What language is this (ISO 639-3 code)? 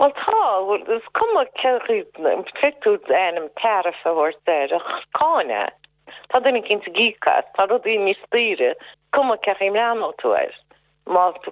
gle